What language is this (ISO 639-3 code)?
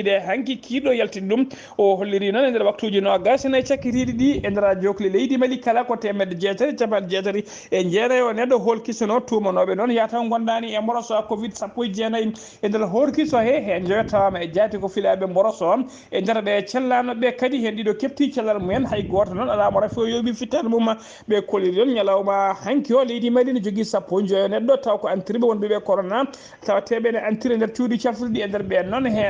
ful